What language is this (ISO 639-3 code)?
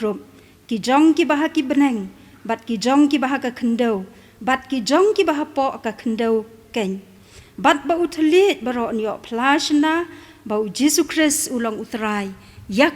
kha